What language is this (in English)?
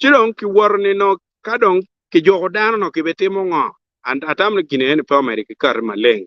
Acoli